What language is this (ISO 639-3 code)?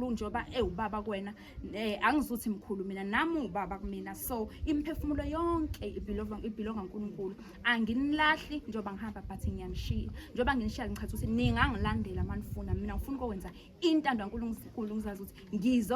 zul